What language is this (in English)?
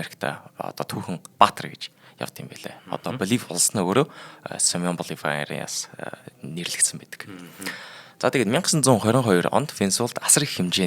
Mongolian